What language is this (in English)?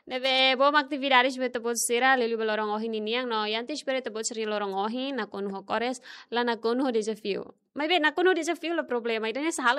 Tetum